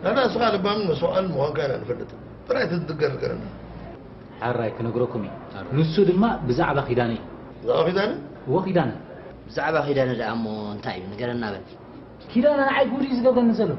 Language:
Tigrinya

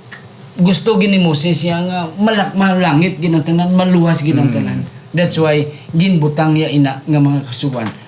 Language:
Hiligaynon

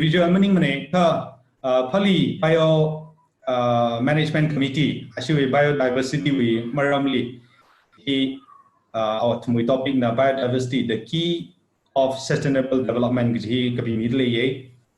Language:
Tangkhul Naga (India)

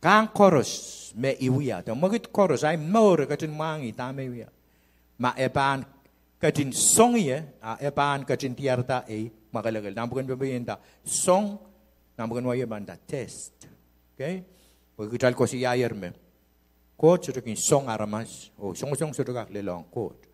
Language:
Pohnpeian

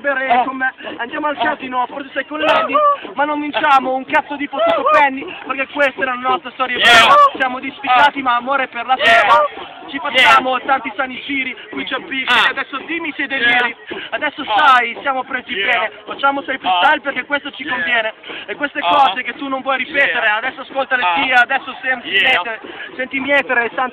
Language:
Italian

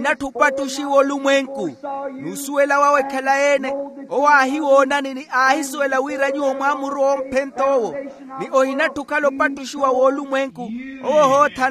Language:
Makhuwa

